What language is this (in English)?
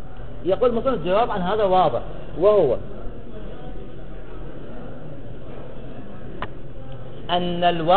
Arabic